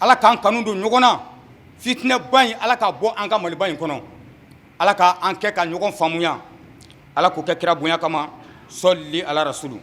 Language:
Bambara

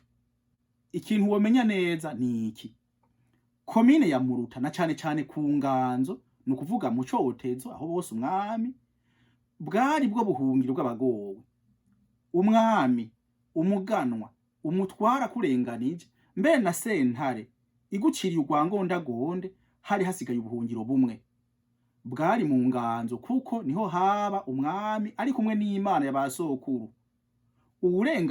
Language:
Rundi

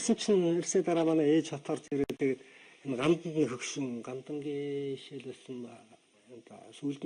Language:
Mongolian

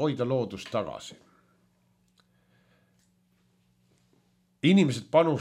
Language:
Estonian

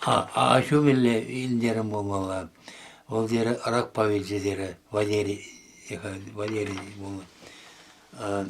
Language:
Chuvash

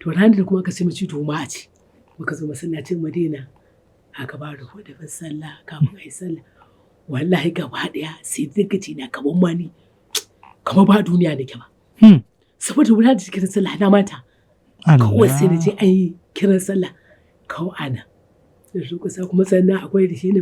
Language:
Hausa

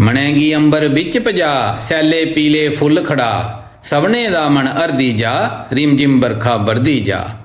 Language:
Dogri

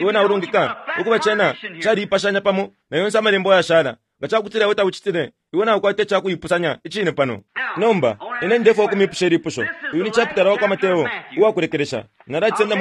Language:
Bemba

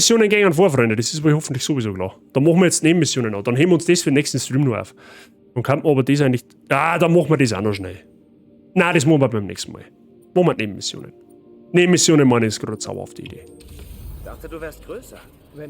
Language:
Bavarian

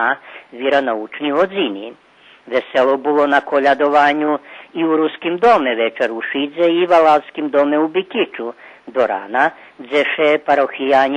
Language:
Rusyn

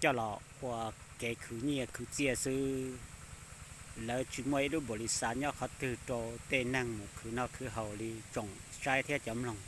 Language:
Hmong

